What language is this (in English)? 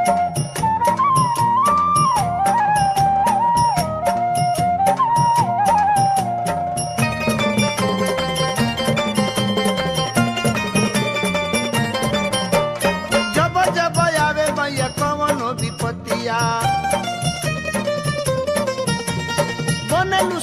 Bhojpuri